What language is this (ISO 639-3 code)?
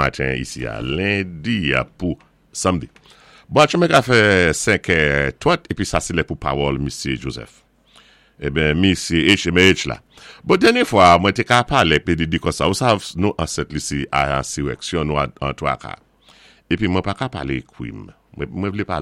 acf